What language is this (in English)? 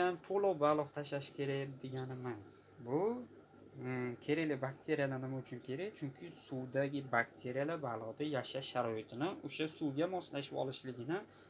Uzbek